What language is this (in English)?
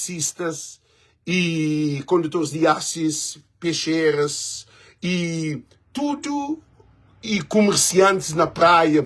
Kabuverdianu